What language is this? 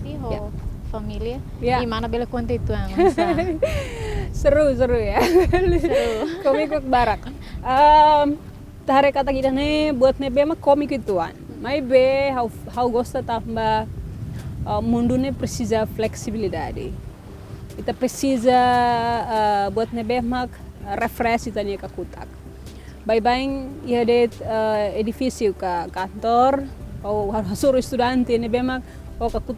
Tetum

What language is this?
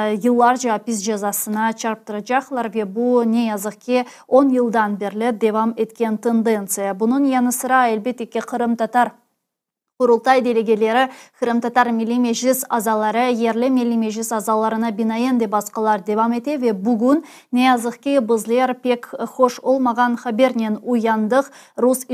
Crimean Tatar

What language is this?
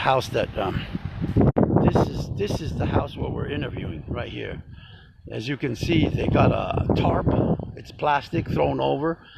Tongan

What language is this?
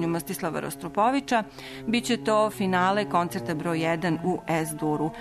Serbian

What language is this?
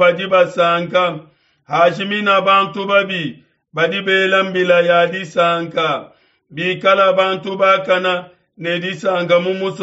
Luba-Lulua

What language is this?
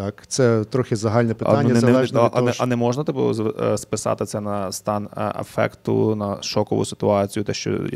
Ukrainian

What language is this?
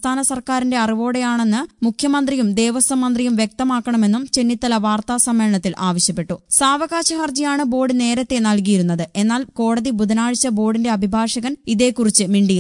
Malayalam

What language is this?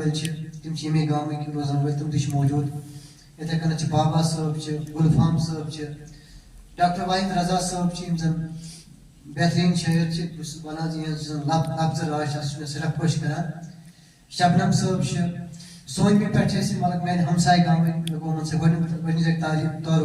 Kashmiri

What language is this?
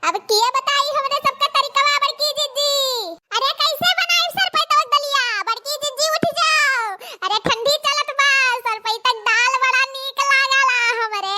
Awadhi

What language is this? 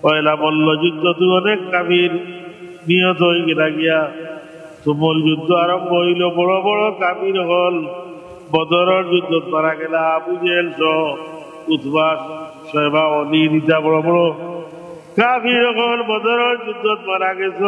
Sylheti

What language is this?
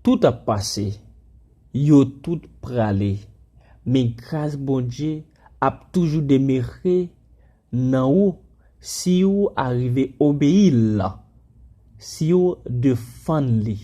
Haitian Creole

